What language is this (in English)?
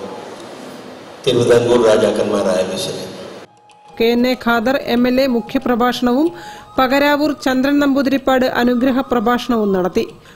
Malayalam